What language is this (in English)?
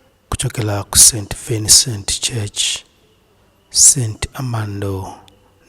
Nyanja